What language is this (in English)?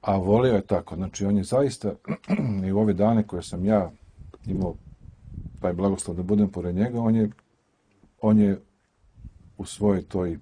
Serbian